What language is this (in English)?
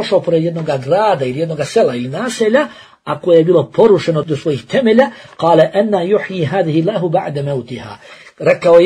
Bosnian